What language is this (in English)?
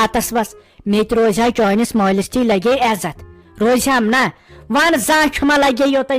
Kashmiri